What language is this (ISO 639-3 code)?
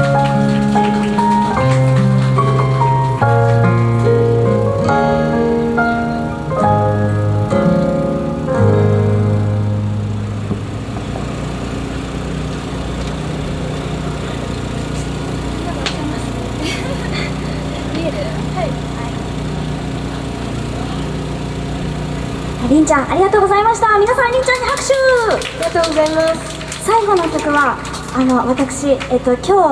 jpn